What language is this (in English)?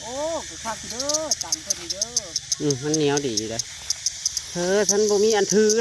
Northeastern Thai